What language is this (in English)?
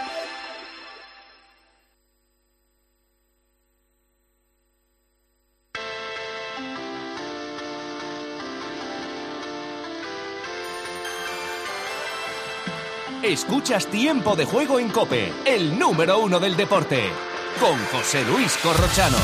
Spanish